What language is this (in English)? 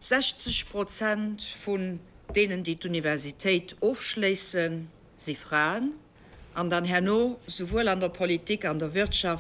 Luxembourgish